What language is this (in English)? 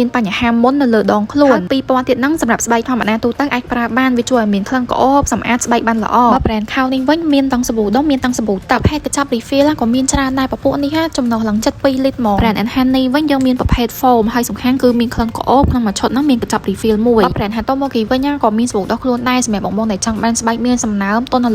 Khmer